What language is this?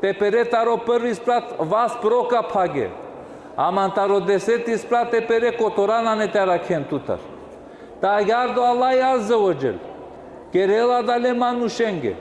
Balkan Romani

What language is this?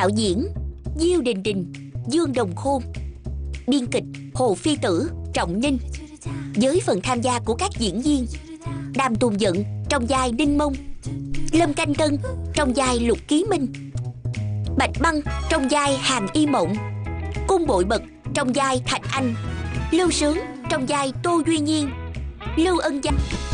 Vietnamese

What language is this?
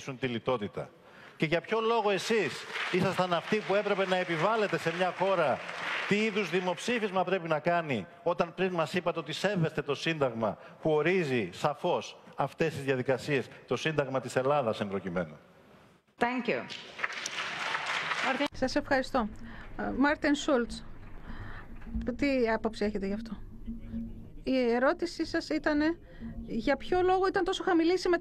Greek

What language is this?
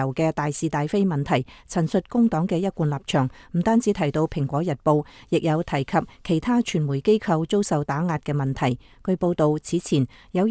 Cantonese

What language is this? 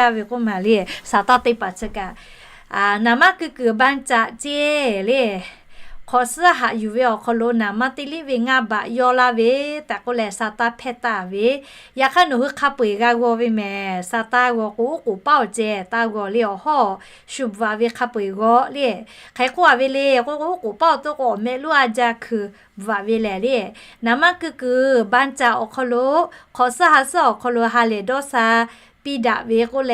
Lahu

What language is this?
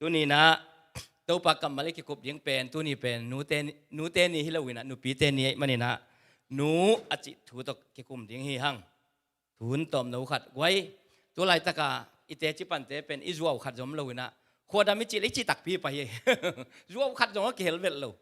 Tedim Chin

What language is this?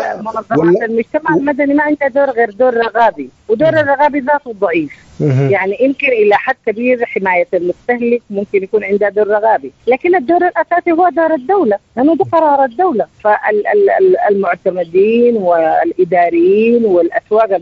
Sudanese Arabic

